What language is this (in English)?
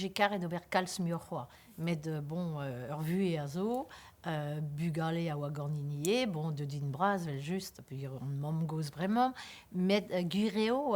Breton